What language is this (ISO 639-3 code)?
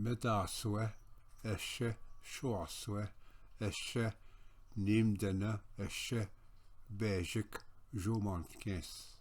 oji